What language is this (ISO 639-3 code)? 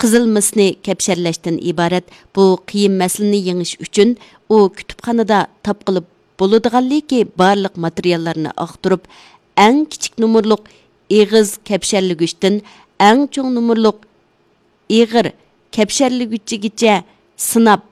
uig